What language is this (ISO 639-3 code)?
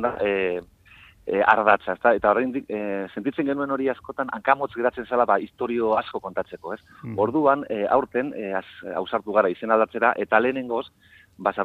eus